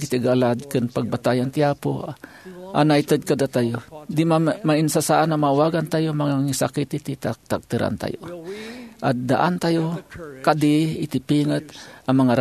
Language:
Iloko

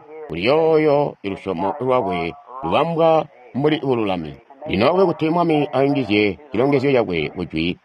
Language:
Tonga (Zambia)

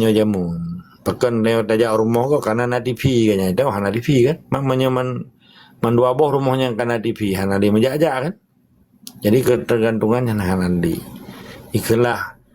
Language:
Achinese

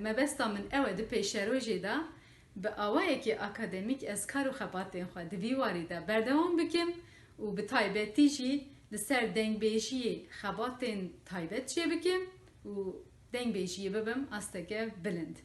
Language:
Kurdish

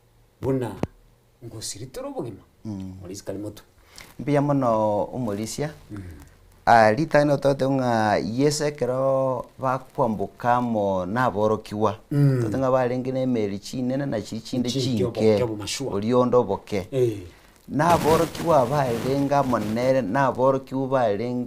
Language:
Gusii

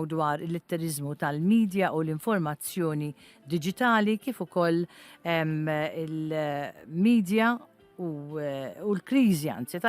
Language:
Maltese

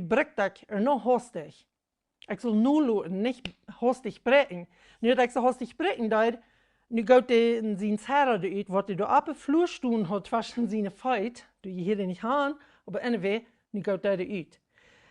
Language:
Plautdietsch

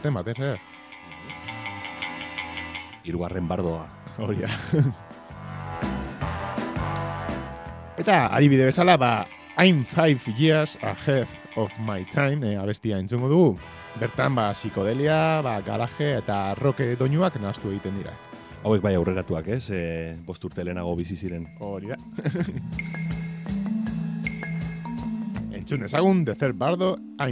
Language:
Basque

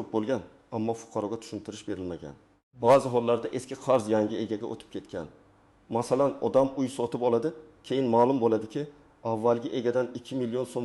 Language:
Uzbek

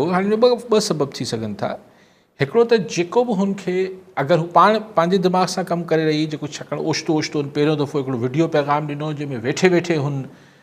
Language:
Sindhi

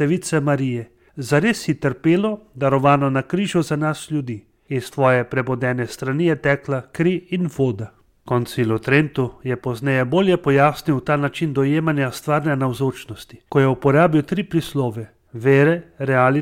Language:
Slovenian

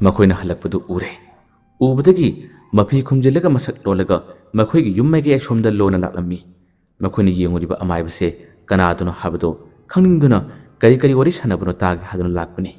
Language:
Manipuri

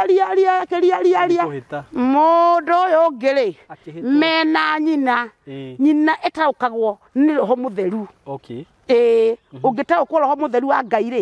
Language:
Kikuyu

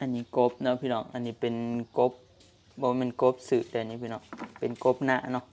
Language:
Northeastern Thai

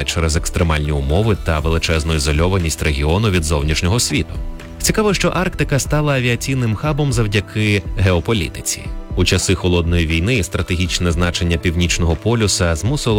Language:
Ukrainian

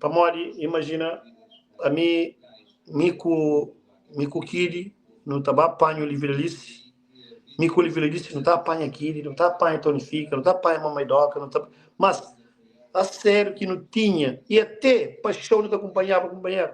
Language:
Kabuverdianu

